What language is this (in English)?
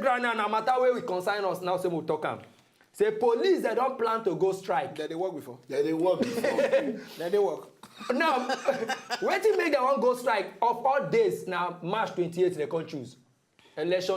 Nigerian Pidgin